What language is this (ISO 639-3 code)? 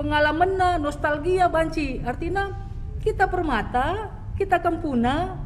btx